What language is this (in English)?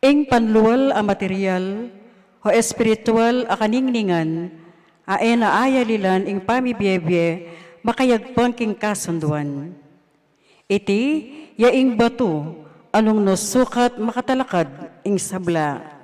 Pampanga